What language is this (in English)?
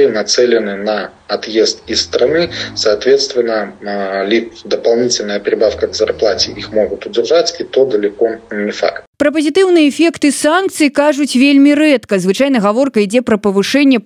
Belarusian